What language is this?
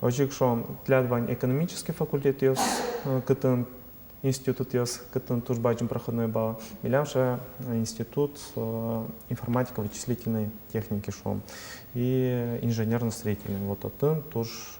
Udmurt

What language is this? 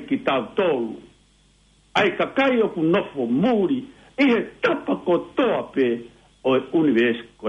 Tongan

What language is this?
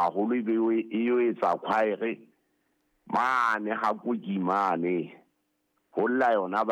Southern Sotho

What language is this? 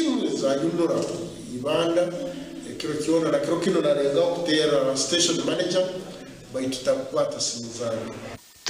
Nyankole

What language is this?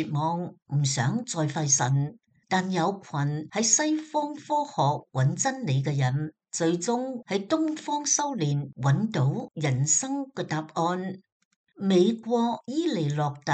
Cantonese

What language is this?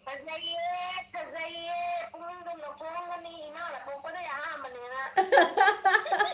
Manipuri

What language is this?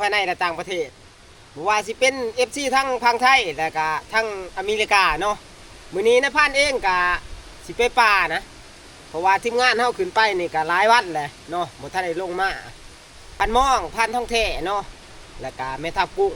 Northeastern Thai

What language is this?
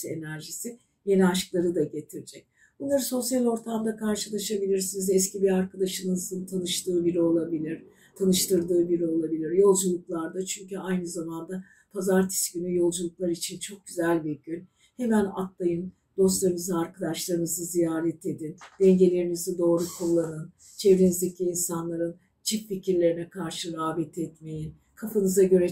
Turkish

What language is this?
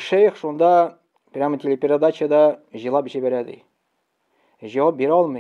Tatar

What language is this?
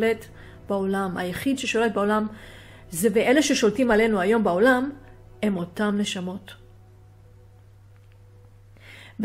Hebrew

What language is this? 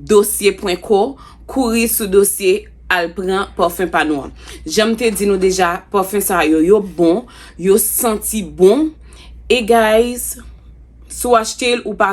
Haitian Creole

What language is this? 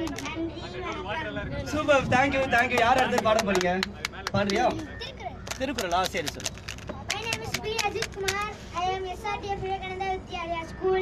Tamil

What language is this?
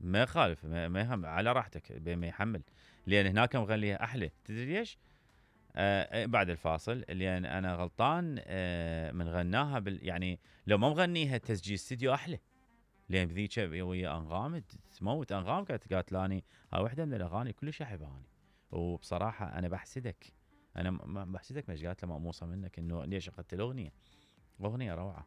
Mesopotamian Arabic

